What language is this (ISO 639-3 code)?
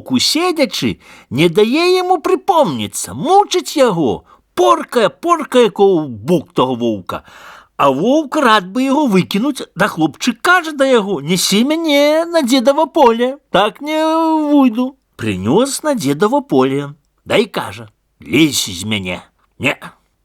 bel